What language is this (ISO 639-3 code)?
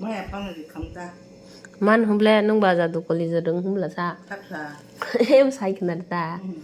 trp